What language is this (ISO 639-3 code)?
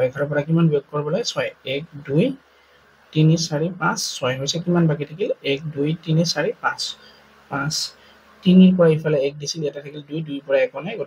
asm